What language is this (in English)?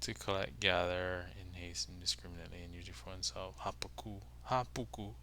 Hawaiian